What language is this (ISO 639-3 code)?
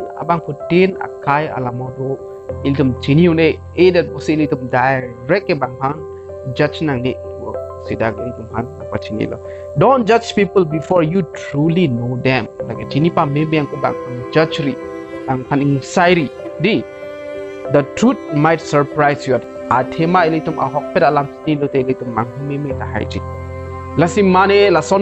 mjw